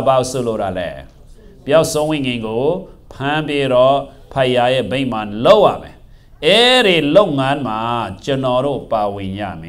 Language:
Burmese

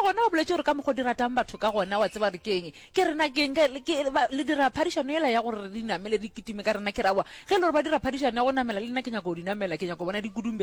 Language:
Northern Sotho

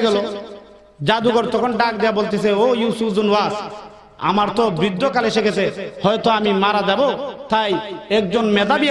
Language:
Sylheti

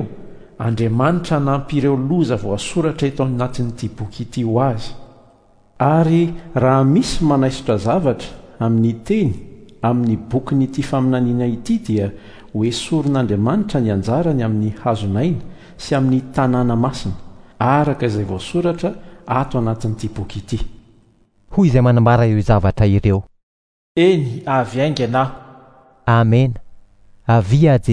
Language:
Malagasy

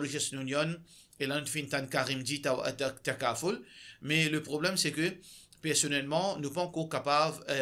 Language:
Morisyen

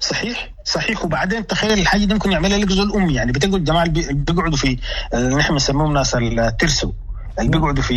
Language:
Sudanese Arabic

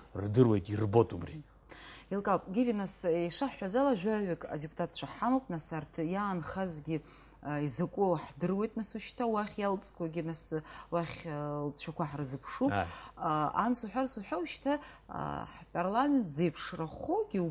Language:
Abkhazian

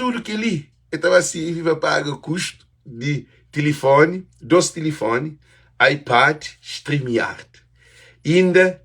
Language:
Kabuverdianu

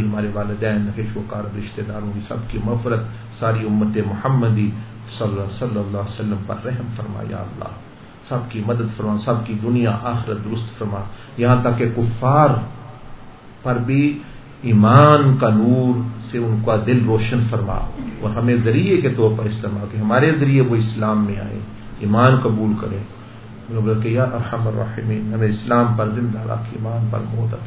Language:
Urdu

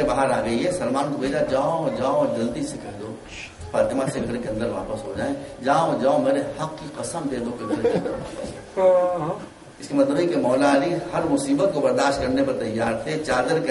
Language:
Urdu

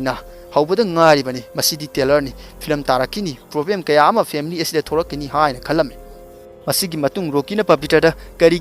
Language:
Manipuri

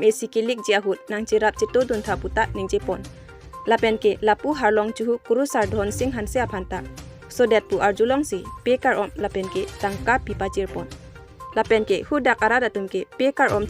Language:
Karbi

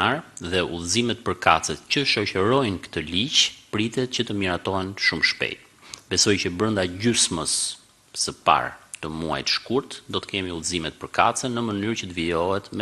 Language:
Albanian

